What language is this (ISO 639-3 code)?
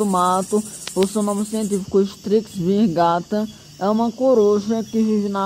por